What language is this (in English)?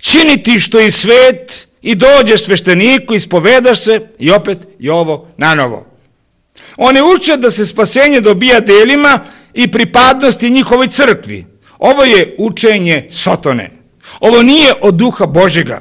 Serbian